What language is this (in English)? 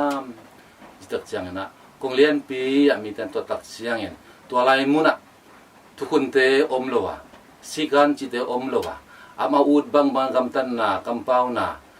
Tedim Chin